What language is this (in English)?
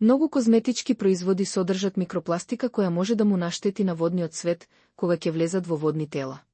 Macedonian